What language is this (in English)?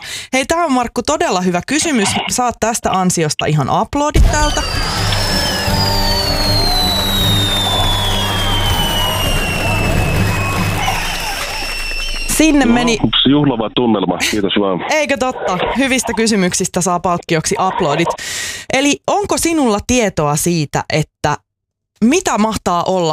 Finnish